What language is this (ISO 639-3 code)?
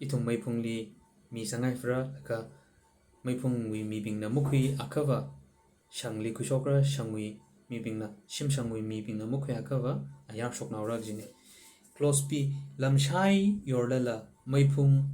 nmf